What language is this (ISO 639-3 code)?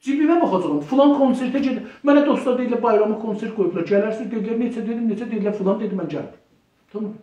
azb